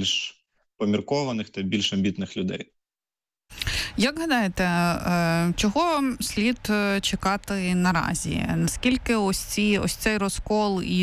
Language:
Ukrainian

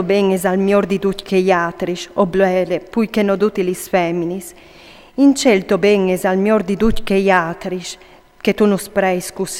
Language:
Friulian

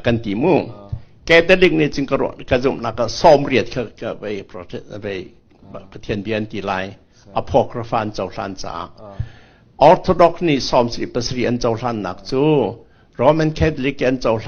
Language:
Falam Chin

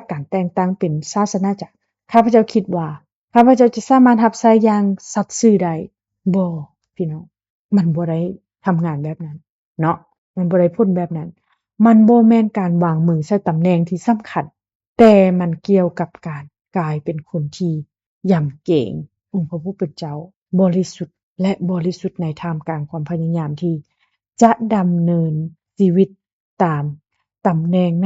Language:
Lao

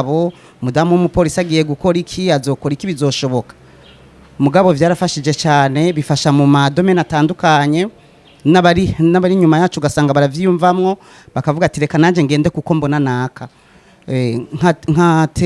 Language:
Rundi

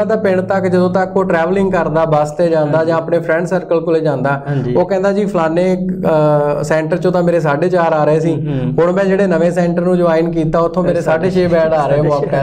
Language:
Punjabi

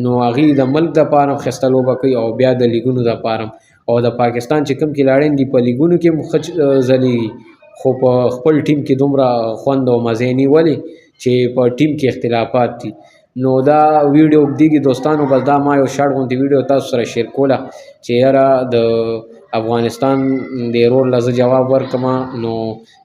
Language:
Pashto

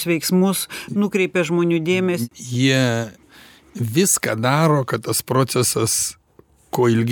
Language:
Lithuanian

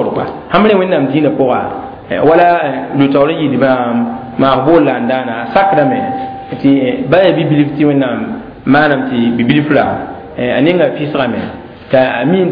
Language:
Mossi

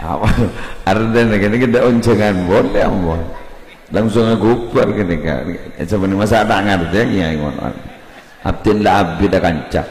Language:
Madurese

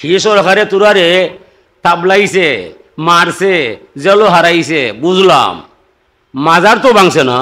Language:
Sylheti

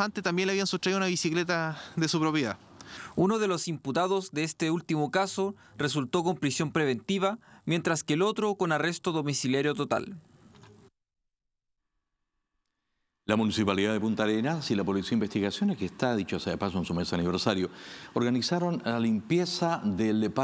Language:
Spanish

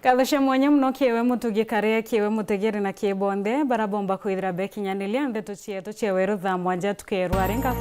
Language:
Meru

